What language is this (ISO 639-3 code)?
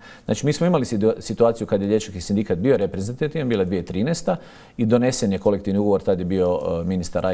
hrv